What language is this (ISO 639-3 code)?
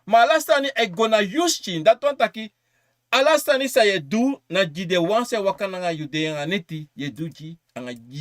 srn